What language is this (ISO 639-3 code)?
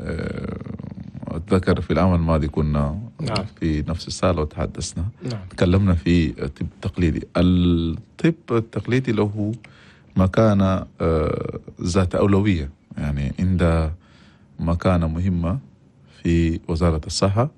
shu